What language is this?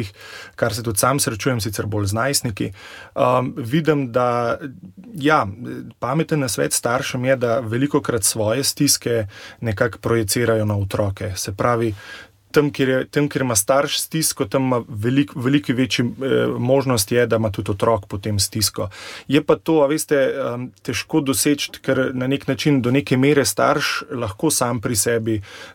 Slovenian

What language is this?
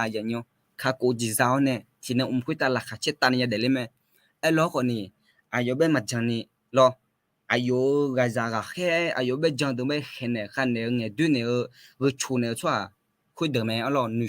Akha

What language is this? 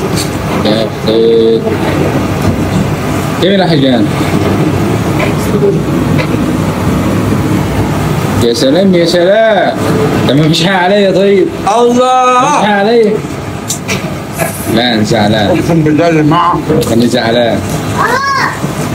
Egyptian Arabic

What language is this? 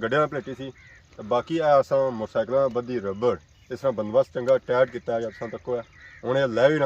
Pahari-Potwari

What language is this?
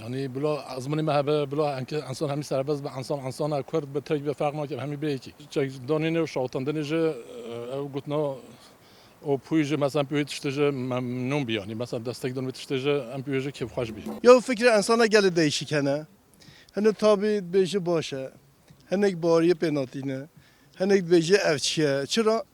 Kurdish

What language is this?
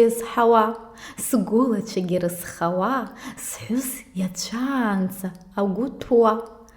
Abkhazian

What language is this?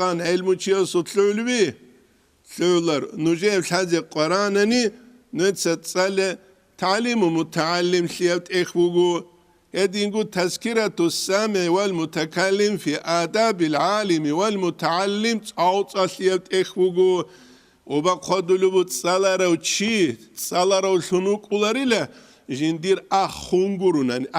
Avaric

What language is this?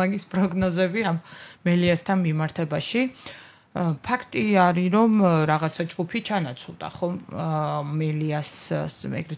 Georgian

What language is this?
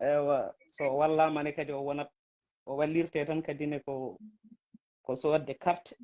Fula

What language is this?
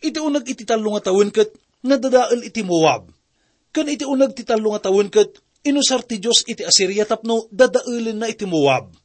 Iloko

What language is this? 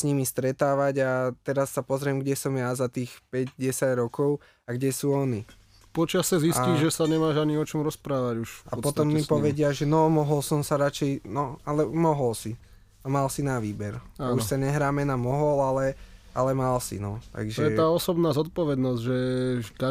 Slovak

